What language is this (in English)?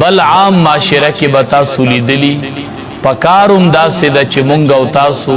Pashto